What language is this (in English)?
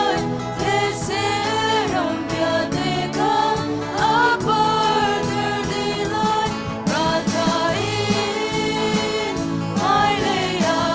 Hakha Chin